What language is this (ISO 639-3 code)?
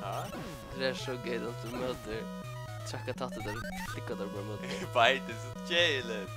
fao